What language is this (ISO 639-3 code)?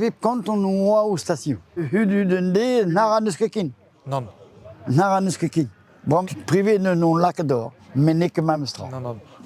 bre